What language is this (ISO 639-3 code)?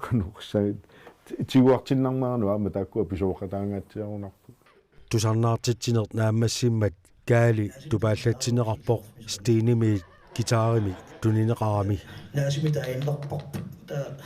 kal